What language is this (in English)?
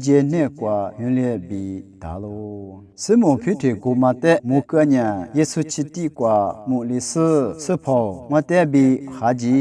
Lisu